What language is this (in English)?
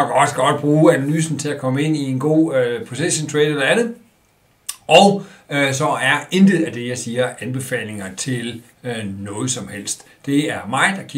Danish